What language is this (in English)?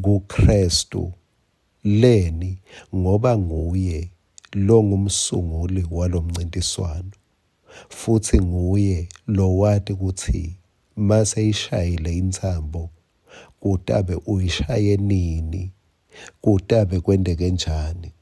Swati